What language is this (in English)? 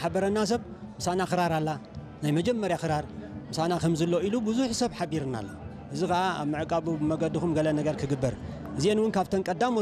Tigrinya